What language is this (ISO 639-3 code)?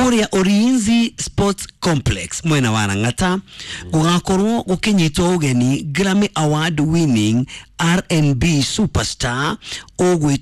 kik